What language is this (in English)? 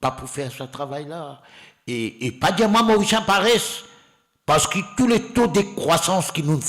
Morisyen